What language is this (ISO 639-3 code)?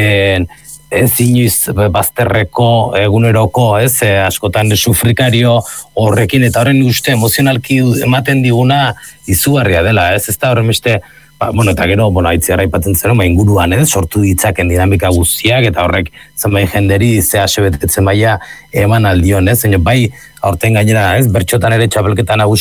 eus